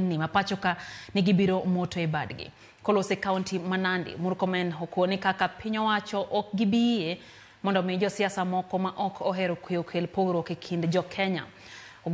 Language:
Luo (Kenya and Tanzania)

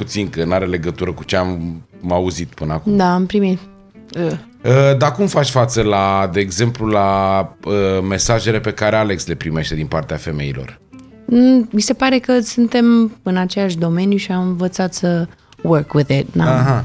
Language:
Romanian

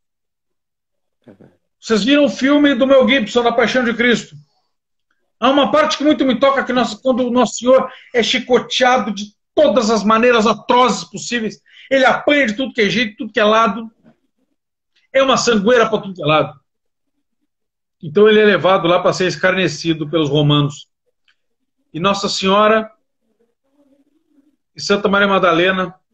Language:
Portuguese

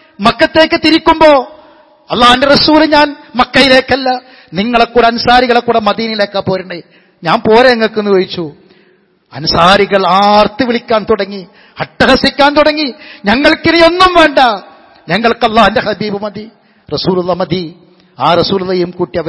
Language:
Malayalam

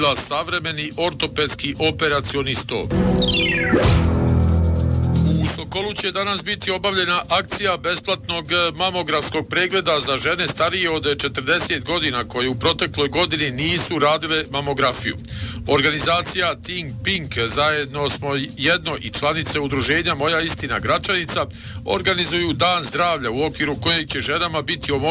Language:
Bosnian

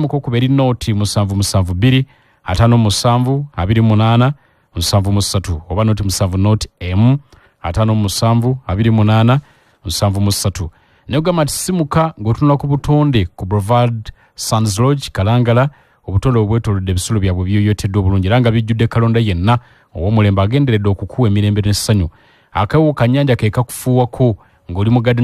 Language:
Ganda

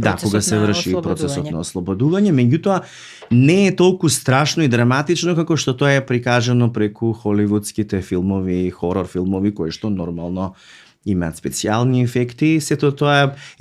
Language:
Macedonian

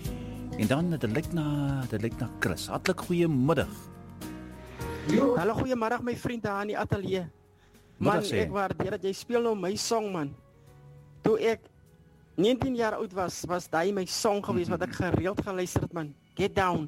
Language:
Afrikaans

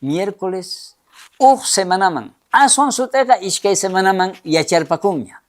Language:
South Bolivian Quechua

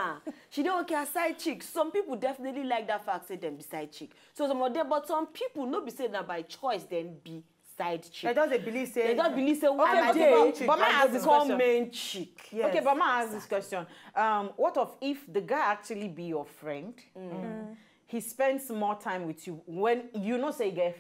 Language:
Nigerian Pidgin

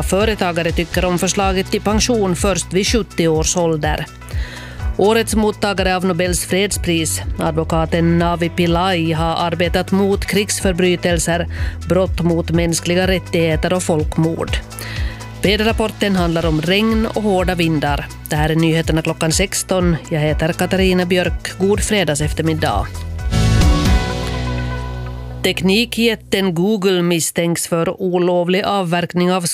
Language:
Swedish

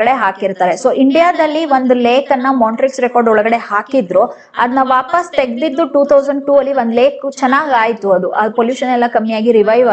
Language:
Kannada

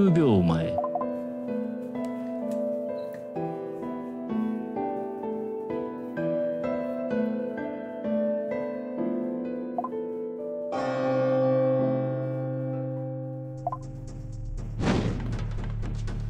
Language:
Japanese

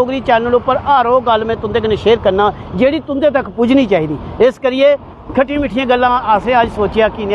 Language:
Dogri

